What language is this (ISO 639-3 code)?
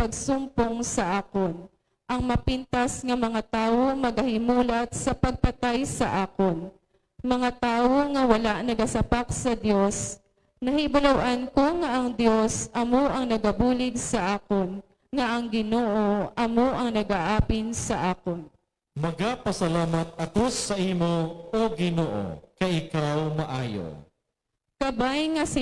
hil